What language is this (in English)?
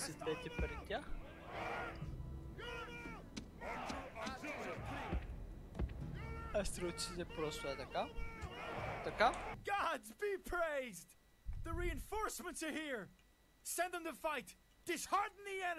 Bulgarian